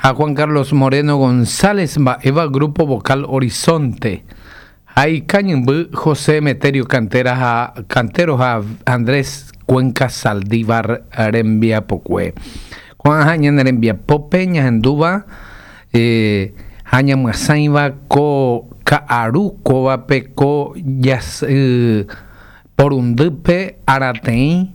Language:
Guarani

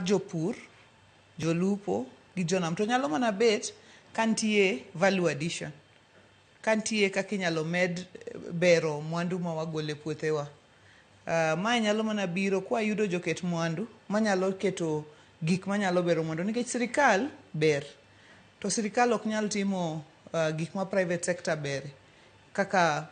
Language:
Luo (Kenya and Tanzania)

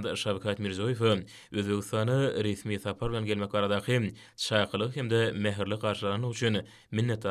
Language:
Turkmen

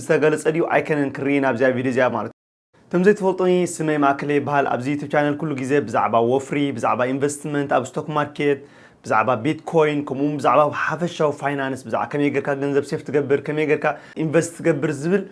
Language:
Tigrinya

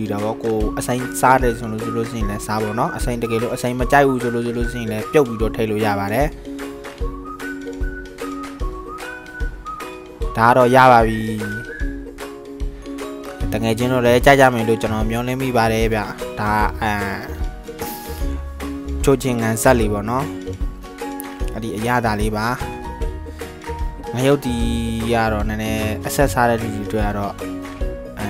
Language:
Burmese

